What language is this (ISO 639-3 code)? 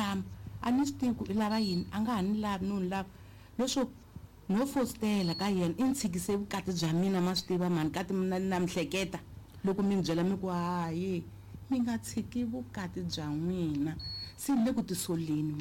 tso